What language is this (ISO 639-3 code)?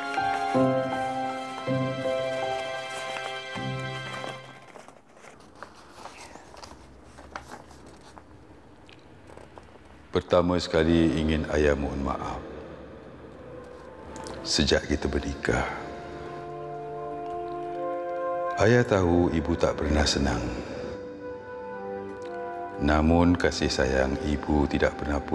msa